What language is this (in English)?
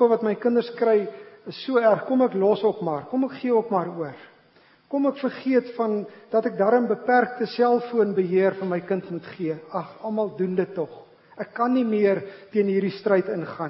Afrikaans